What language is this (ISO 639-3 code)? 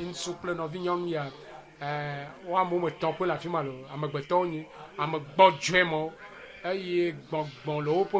ewe